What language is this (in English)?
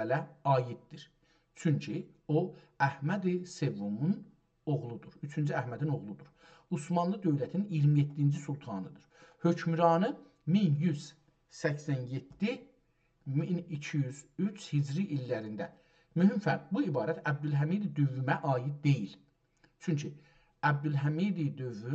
South Azerbaijani